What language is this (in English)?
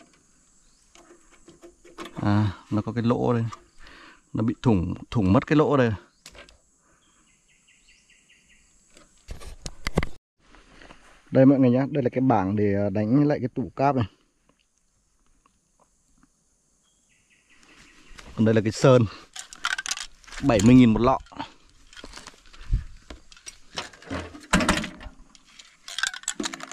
Vietnamese